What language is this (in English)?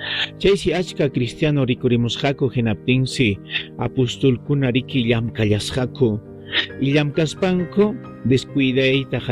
Ayacucho Quechua